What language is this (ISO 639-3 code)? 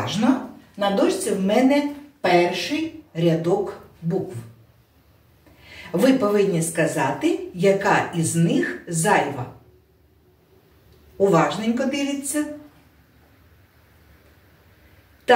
ukr